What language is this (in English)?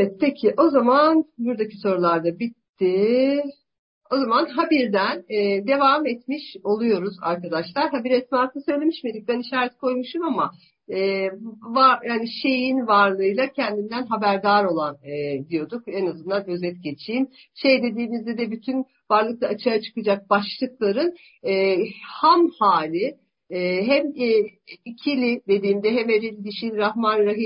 Turkish